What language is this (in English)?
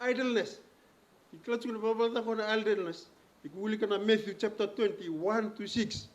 Fijian